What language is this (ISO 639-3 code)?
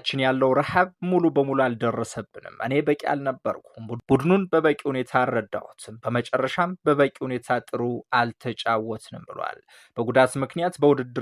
amh